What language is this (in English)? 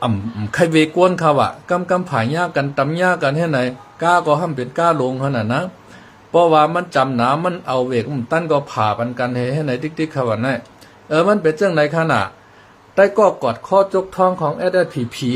Shan